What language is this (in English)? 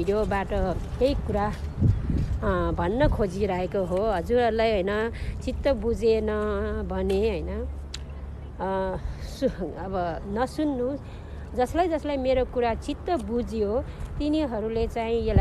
Nepali